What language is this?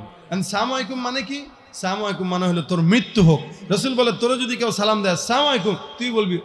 Bangla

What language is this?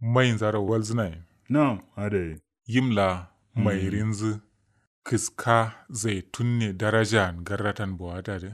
Kanuri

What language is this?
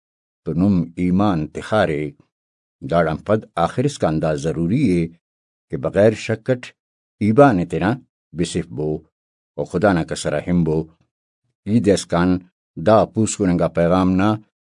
Brahui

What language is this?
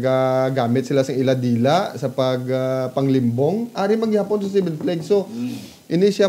Hiligaynon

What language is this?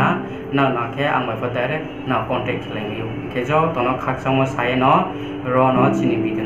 Riang (India)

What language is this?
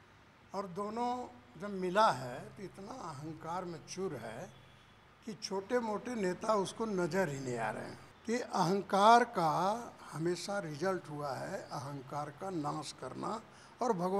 Hindi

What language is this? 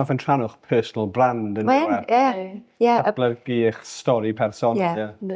Welsh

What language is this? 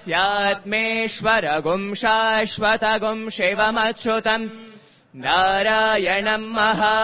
Sanskrit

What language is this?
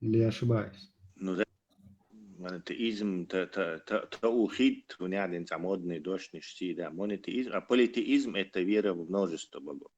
Chechen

